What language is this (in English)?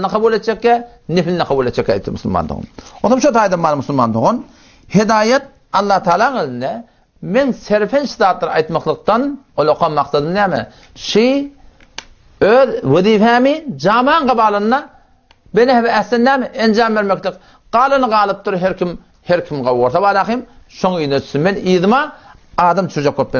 Turkmen